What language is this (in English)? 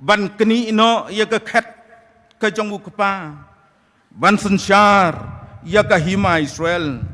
Khasi